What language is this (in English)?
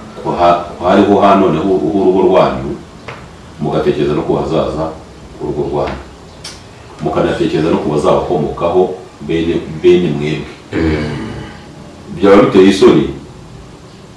Kinyarwanda